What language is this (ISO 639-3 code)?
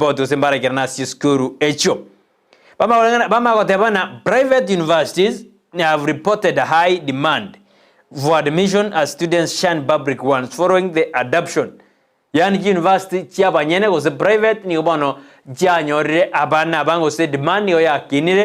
guz